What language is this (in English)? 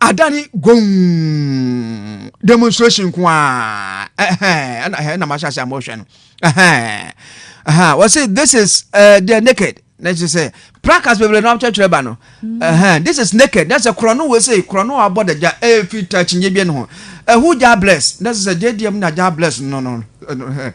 Akan